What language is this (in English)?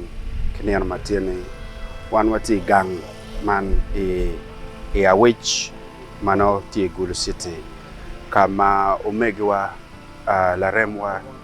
Acoli